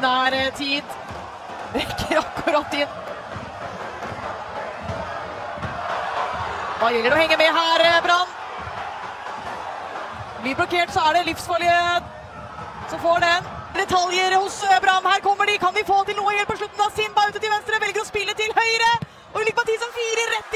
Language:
Norwegian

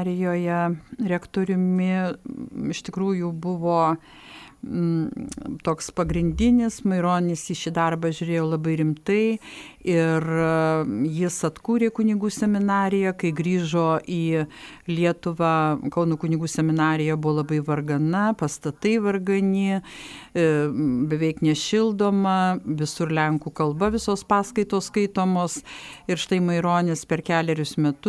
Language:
Lithuanian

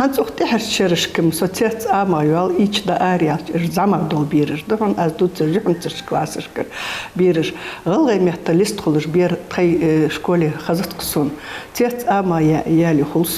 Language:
Ingush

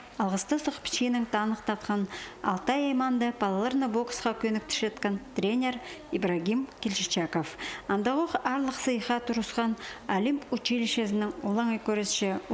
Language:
Khakas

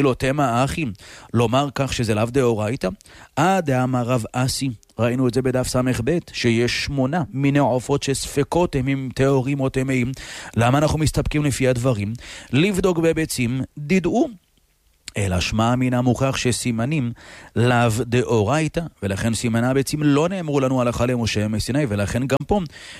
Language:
Hebrew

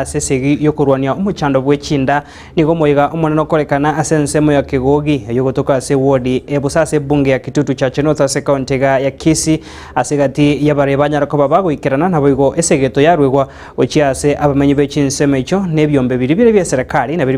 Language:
Gusii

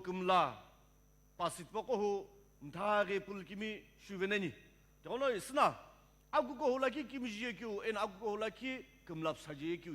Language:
Sumi Naga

